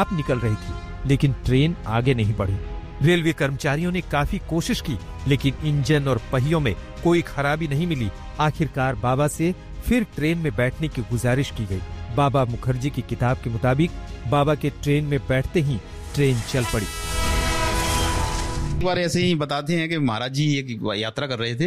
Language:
Hindi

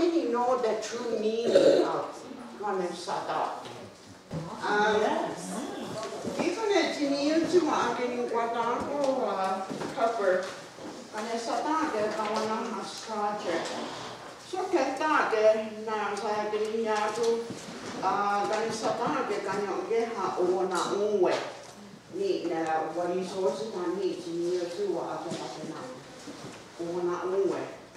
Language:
Mohawk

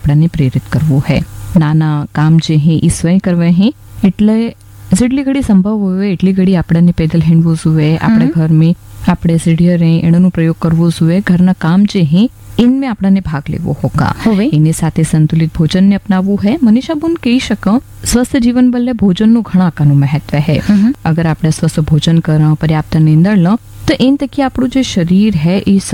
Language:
Gujarati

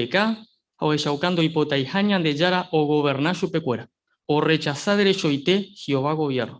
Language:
Guarani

